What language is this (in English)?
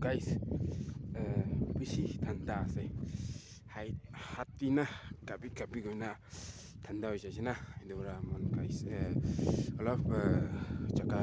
Naga Pidgin